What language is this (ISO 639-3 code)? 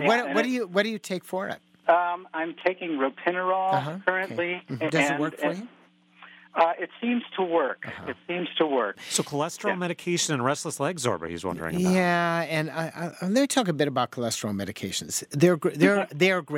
eng